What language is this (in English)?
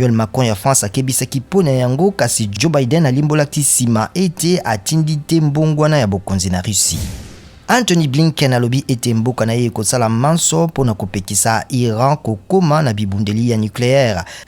Lingala